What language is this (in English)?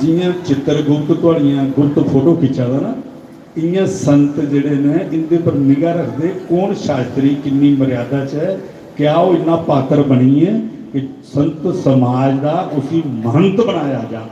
Dogri